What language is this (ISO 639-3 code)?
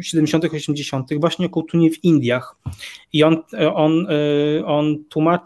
pol